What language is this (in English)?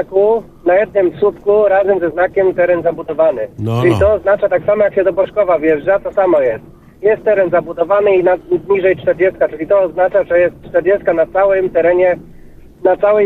Polish